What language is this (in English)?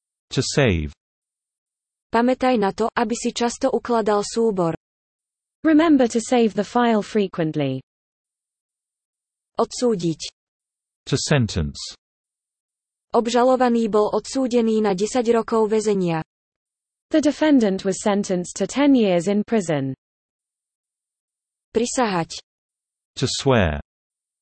Slovak